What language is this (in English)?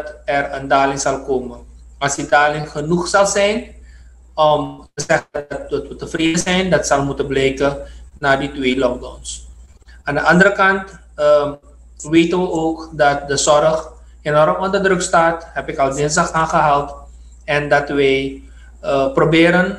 Dutch